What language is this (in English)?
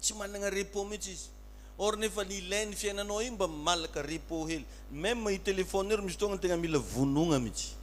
Malagasy